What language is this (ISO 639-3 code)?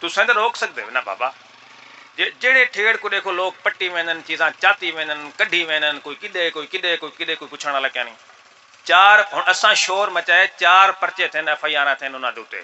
skr